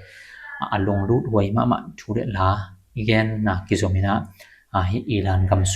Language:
Tedim Chin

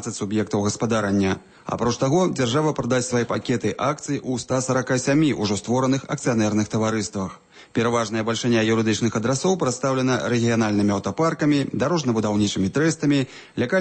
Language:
Belarusian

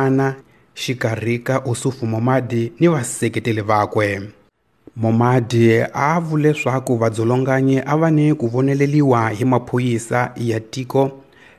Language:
Tsonga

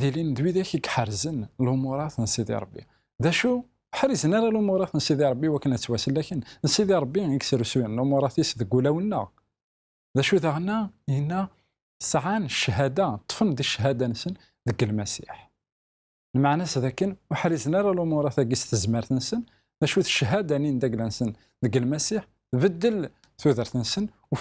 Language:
Kabyle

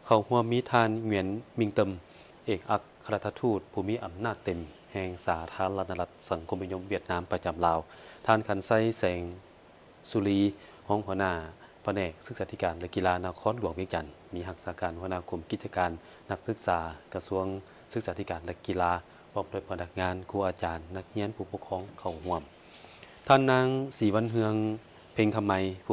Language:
Lao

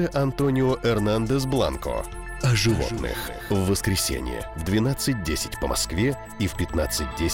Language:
Russian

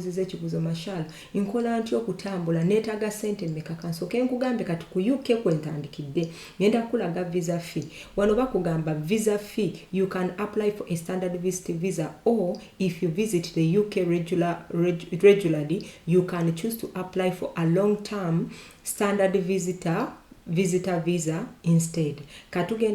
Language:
Ganda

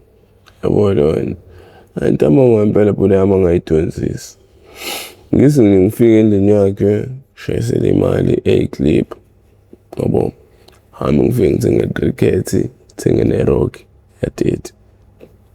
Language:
Zulu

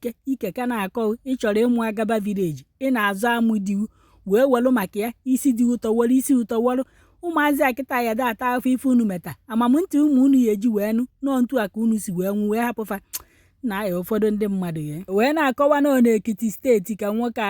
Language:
Igbo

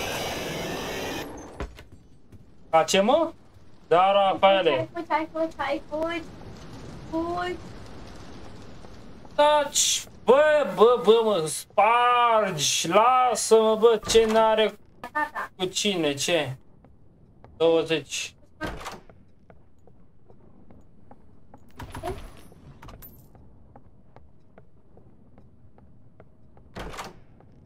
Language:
Romanian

